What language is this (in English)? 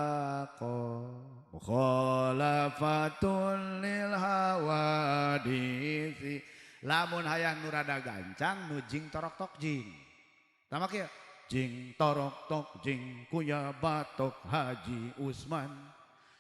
Sundanese